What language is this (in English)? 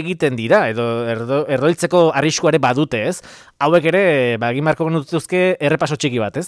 Basque